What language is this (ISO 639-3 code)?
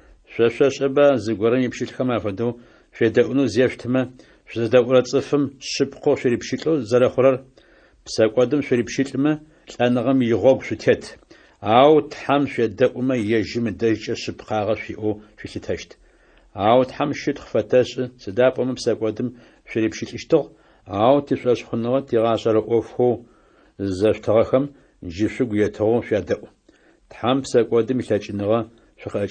ady